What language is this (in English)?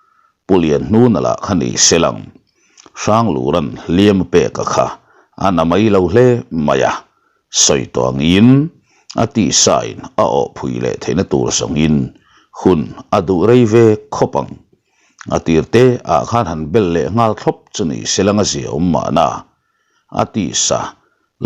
Mizo